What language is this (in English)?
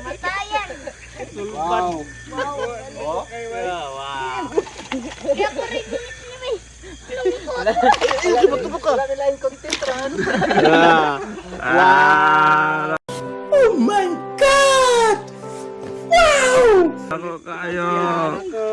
Cebuano